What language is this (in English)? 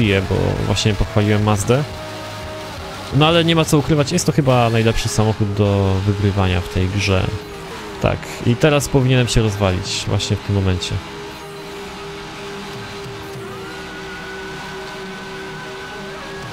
Polish